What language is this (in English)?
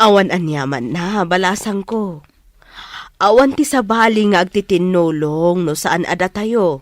Iloko